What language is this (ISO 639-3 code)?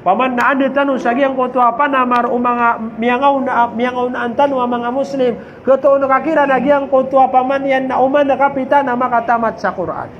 mrw